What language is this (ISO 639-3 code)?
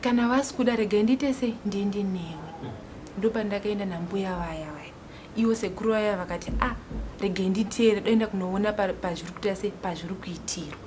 sna